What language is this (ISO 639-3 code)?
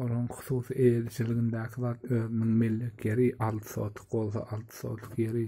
tuk